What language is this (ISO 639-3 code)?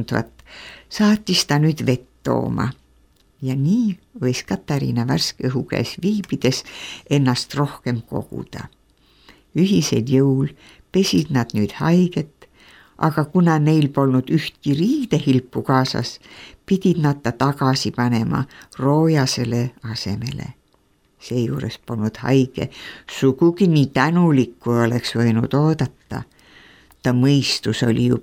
est